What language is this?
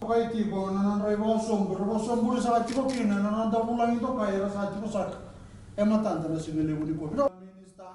Fijian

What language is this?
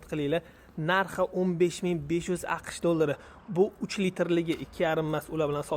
Uzbek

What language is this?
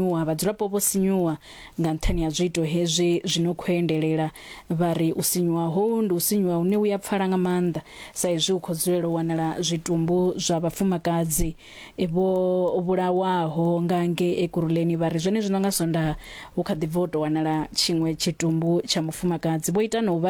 Venda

